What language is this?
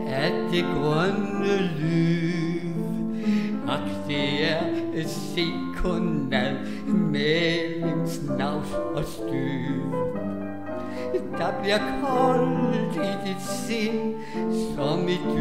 Danish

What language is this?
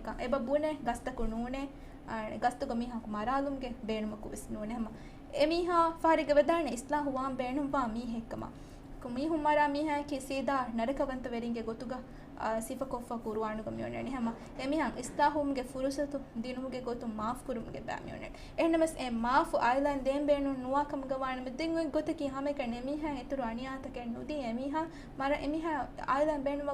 Divehi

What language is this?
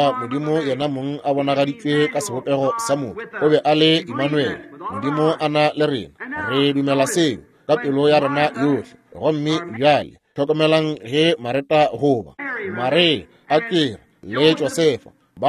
Northern Sotho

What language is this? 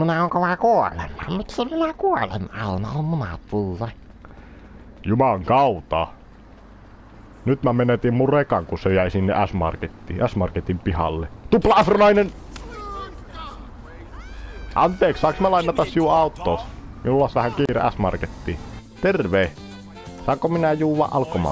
Finnish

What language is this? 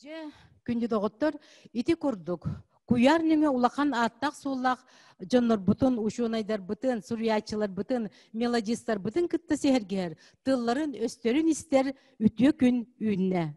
Yakut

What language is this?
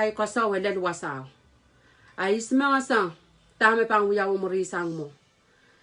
Pohnpeian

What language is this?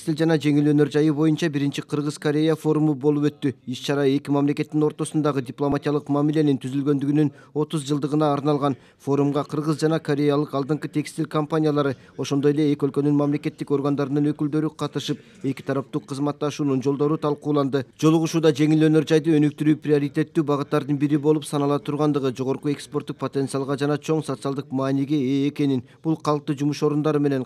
Kyrgyz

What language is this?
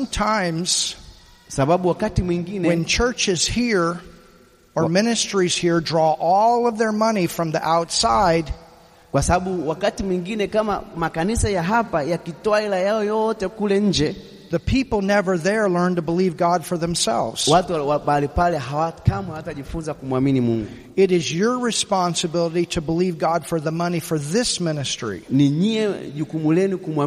Swahili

